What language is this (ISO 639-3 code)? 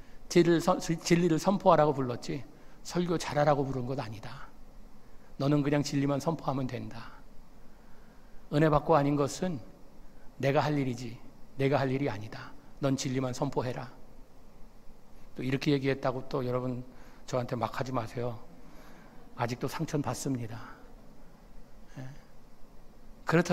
kor